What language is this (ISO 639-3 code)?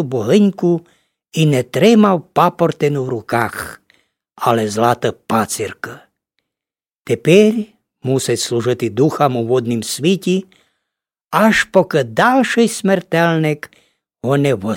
rue